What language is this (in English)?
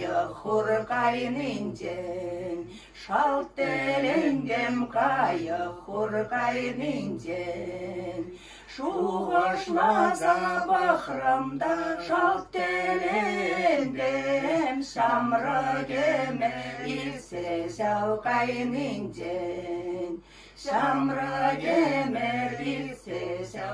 Chuvash